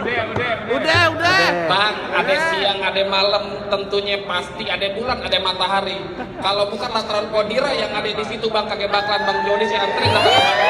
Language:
Betawi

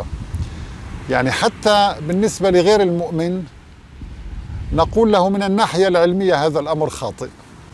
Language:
Arabic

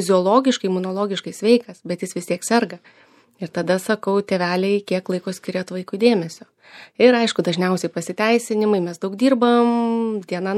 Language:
Lithuanian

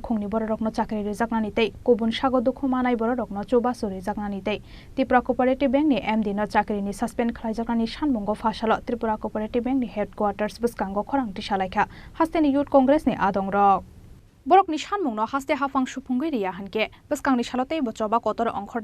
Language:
Kok Borok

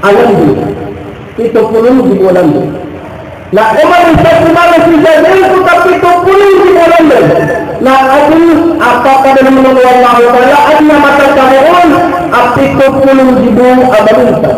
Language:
Maranao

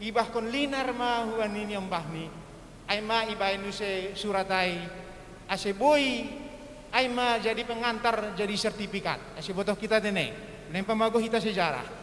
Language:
Batak Simalungun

